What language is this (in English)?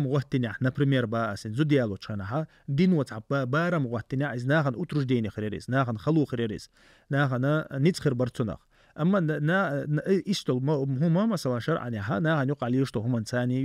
Chechen